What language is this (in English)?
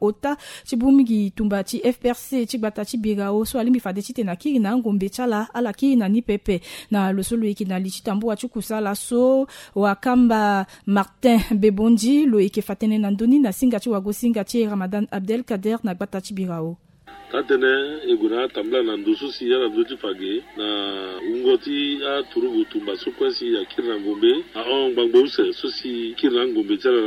Sango